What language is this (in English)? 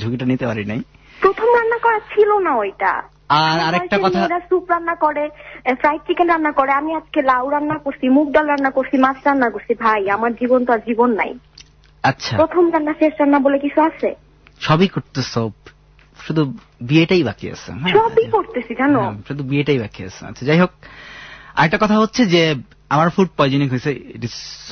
Bangla